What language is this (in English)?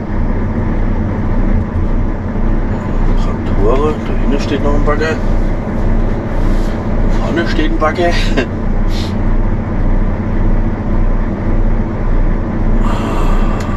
German